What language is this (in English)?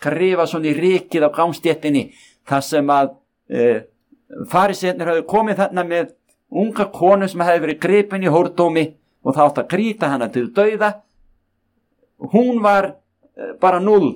Icelandic